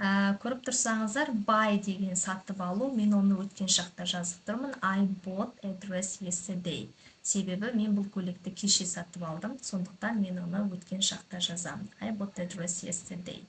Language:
Kazakh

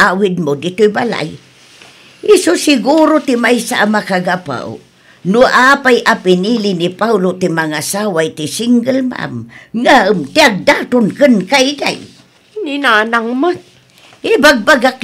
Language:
Iloko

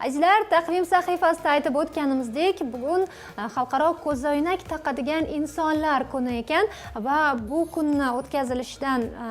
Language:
Uzbek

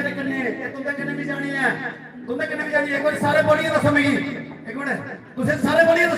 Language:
Dogri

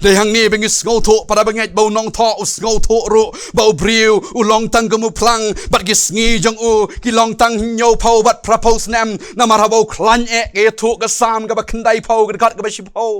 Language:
Khasi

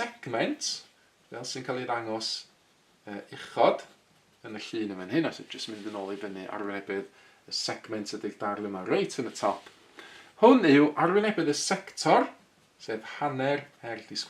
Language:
Welsh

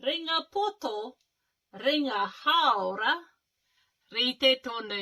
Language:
Māori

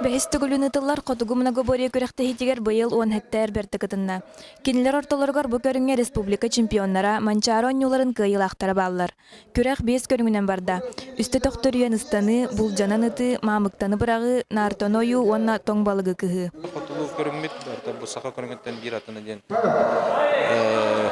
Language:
Yakut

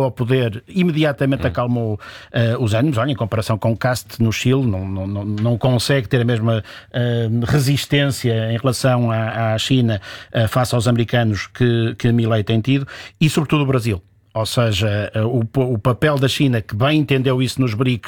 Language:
Portuguese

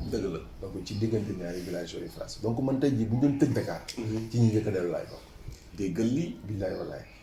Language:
Wolof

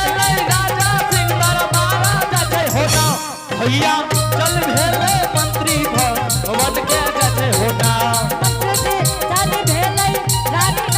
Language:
Angika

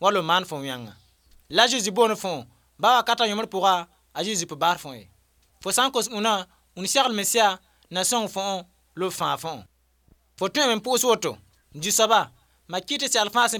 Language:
Mossi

